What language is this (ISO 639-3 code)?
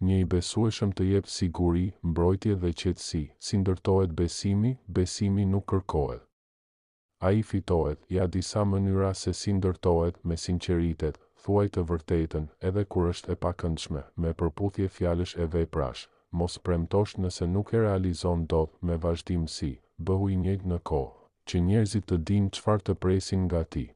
sqi